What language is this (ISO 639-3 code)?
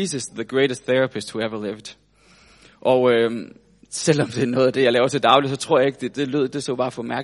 dan